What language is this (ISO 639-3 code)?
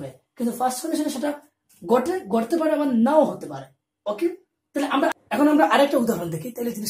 ben